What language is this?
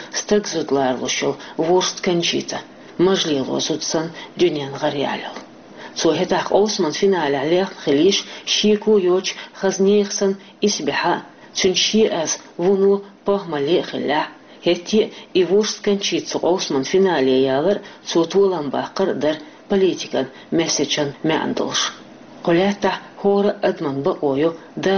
Chechen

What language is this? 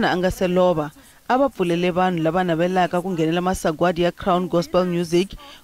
Tsonga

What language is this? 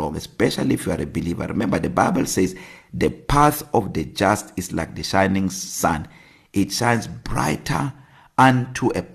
English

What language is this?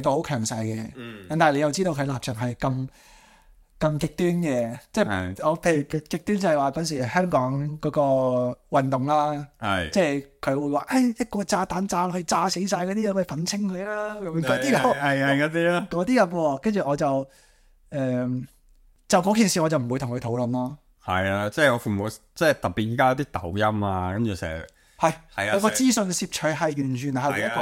Cantonese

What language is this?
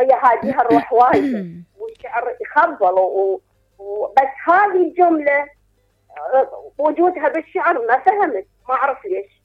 Mesopotamian Arabic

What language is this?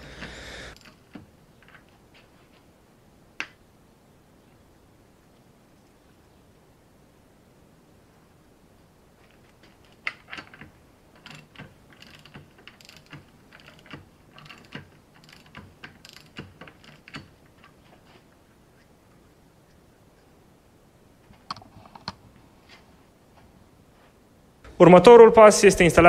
Romanian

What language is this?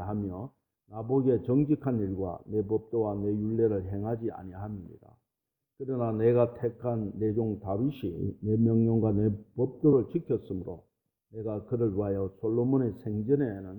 Korean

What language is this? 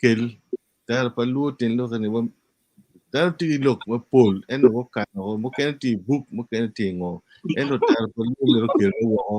Acoli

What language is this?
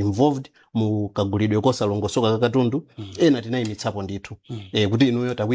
Nyanja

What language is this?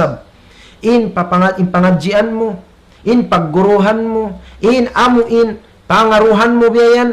Tausug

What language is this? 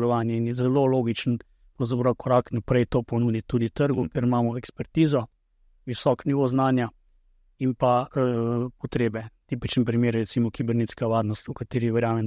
Slovenian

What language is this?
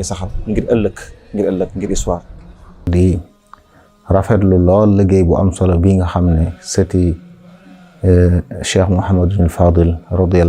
Wolof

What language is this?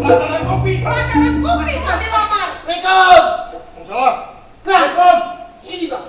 Betawi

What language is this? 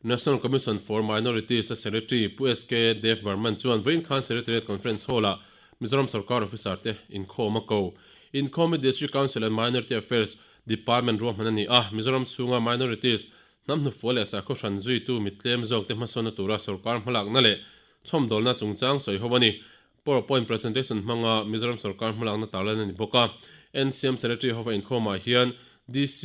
Mizo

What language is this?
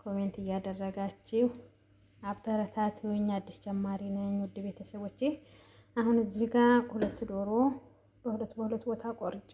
Amharic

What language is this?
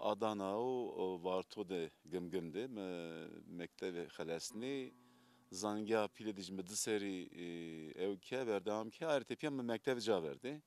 Zaza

